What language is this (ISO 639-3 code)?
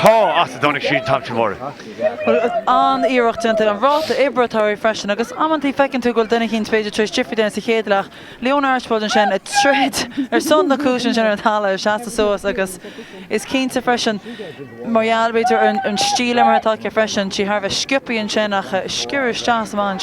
gle